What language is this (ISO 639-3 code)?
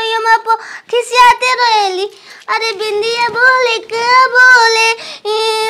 bho